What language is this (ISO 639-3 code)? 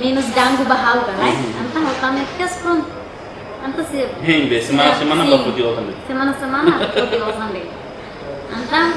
tet